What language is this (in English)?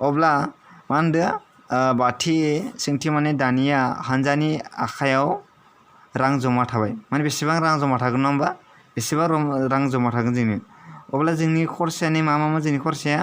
Bodo